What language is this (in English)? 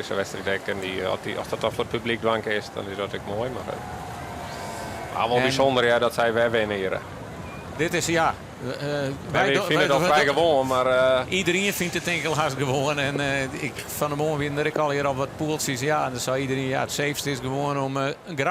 Western Frisian